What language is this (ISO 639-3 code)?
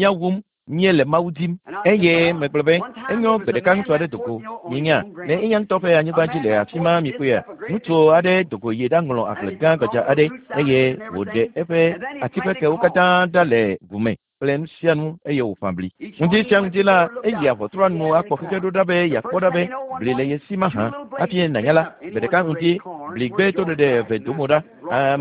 ewe